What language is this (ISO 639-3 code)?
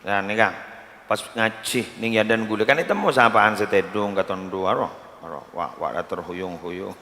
mad